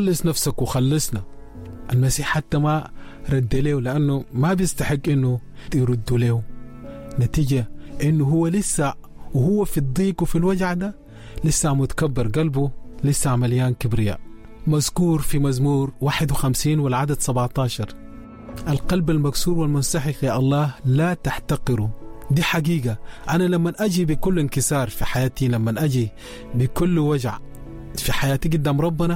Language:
Sudanese Arabic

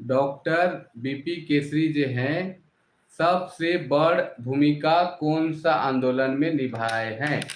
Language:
Sadri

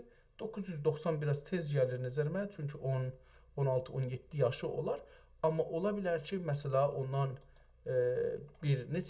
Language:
South Azerbaijani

